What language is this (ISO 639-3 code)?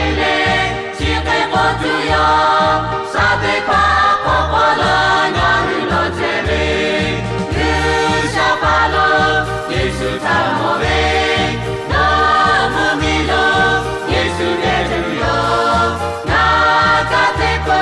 lhu